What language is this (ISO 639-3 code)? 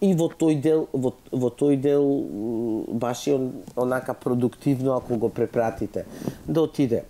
mkd